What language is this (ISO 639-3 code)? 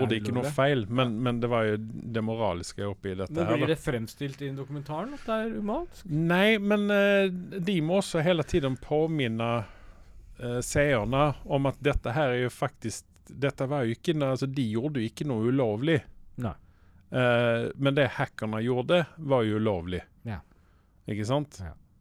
nor